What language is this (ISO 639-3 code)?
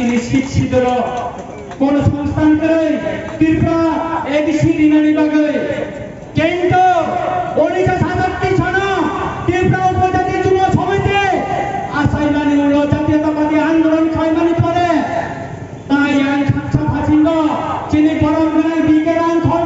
trp